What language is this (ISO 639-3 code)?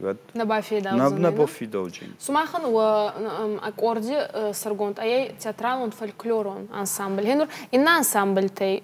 oss